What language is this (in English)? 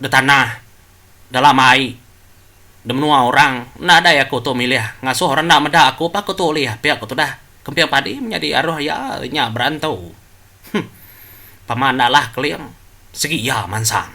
Iban